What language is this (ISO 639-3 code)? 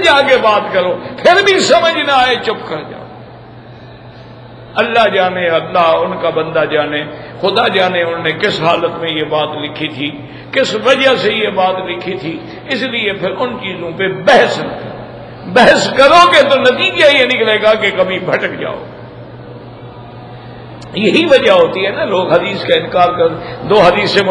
urd